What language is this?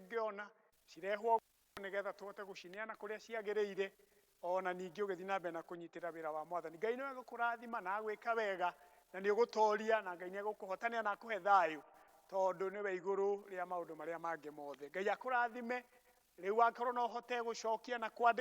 Kikuyu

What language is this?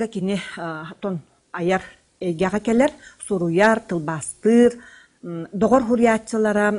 Yakut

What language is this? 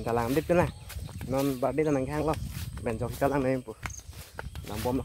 Karbi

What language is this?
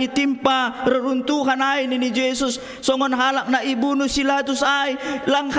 Batak Simalungun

